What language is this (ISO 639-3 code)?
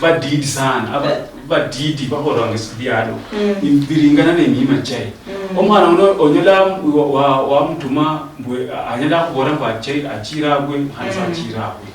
luy